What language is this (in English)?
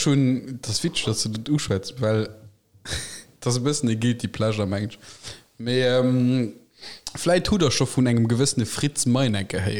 Luxembourgish